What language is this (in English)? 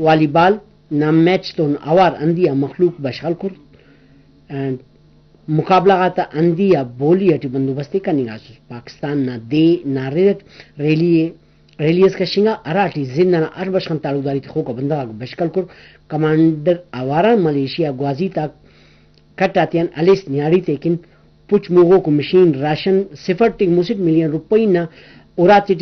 Brahui